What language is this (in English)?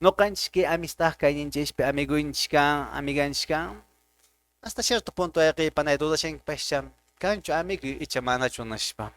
Quechua